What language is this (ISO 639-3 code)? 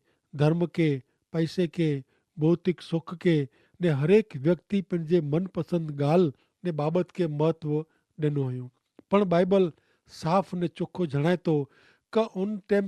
kfr